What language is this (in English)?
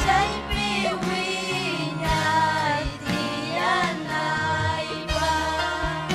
Ayacucho Quechua